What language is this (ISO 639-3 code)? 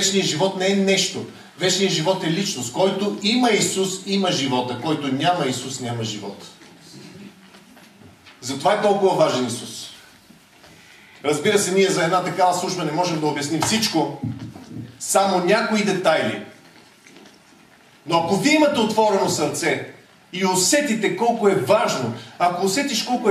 bul